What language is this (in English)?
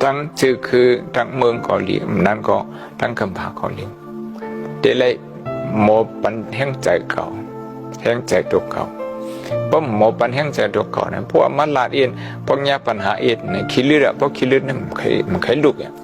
Shan